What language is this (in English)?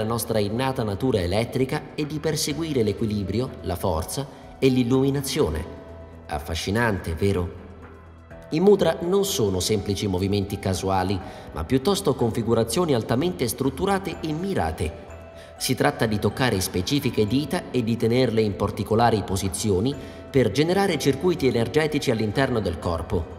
Italian